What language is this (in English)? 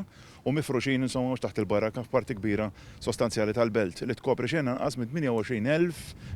Maltese